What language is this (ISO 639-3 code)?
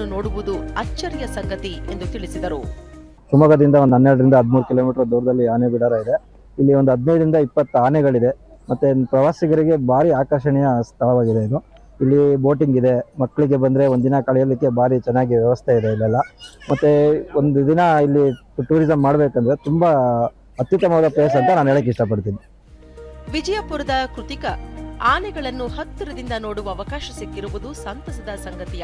kan